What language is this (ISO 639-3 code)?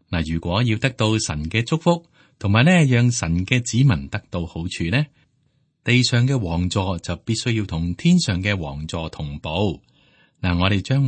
yue